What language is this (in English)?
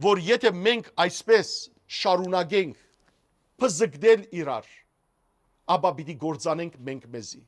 Western Armenian